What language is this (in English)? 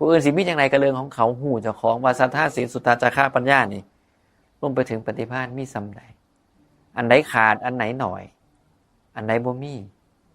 Northeastern Thai